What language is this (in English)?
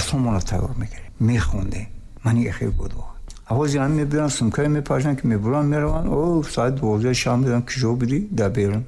Tajik